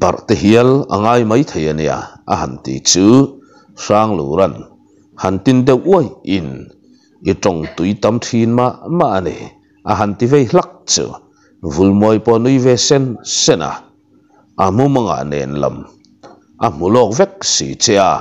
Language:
Mizo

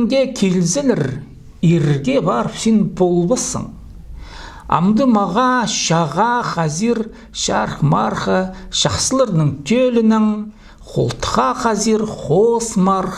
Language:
Khakas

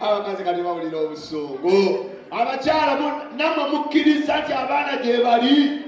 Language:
Ganda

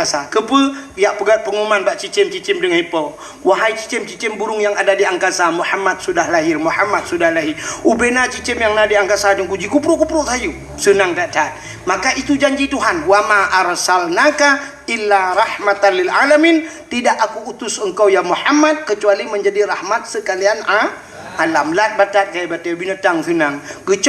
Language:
Achinese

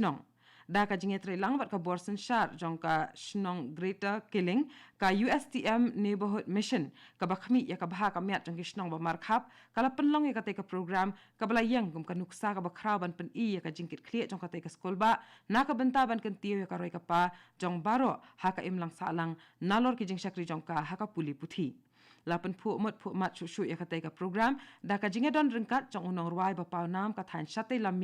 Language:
Khasi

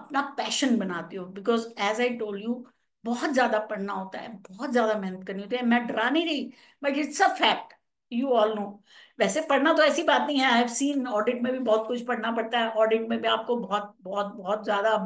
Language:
Hindi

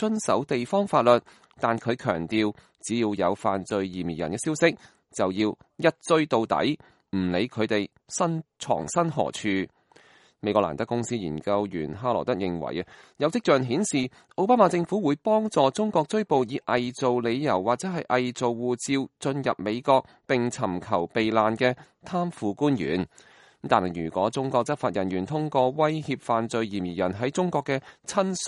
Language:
Cantonese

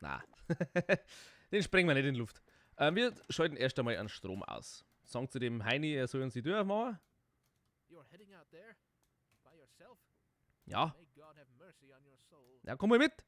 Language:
Bavarian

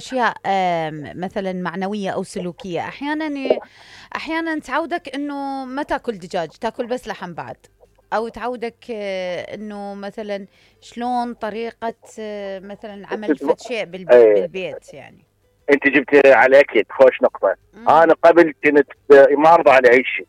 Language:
Mesopotamian Arabic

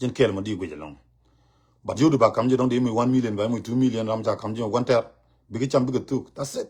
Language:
Nuer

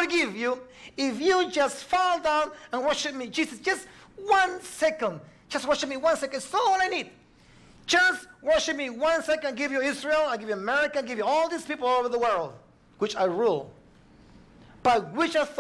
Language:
English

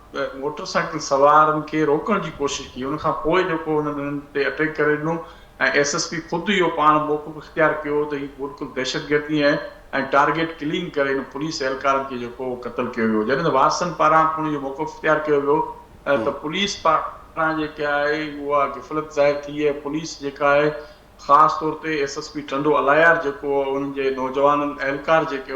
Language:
Sindhi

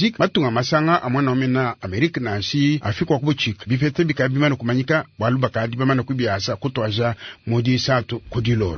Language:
Luba-Lulua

